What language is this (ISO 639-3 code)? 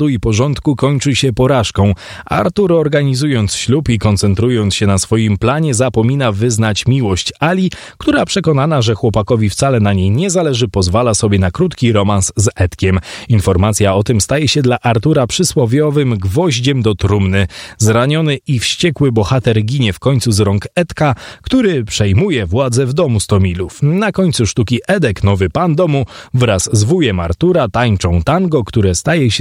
pol